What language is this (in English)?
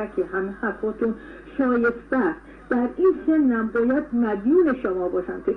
Persian